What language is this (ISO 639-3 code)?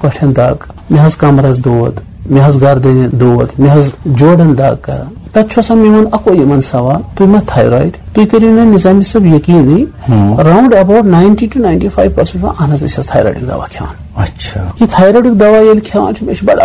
kas